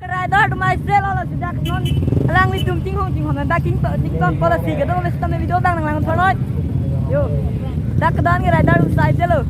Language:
Karbi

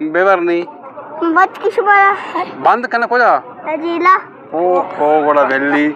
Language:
Eastern Balochi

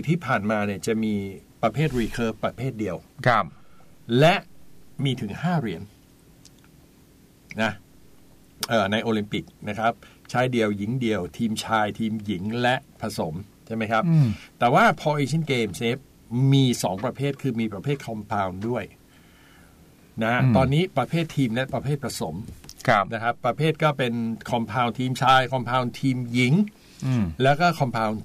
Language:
Thai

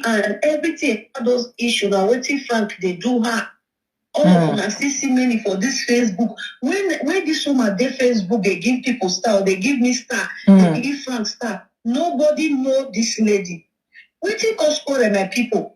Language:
Nigerian Pidgin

